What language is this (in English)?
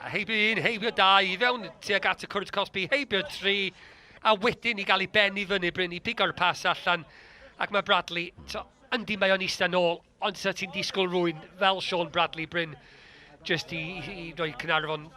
Welsh